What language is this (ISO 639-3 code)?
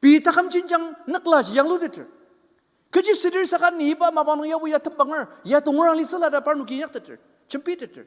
njo